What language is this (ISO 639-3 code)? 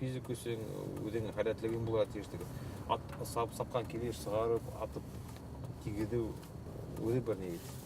bak